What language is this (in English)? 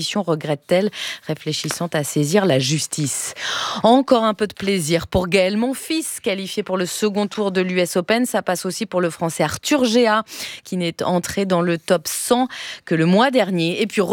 French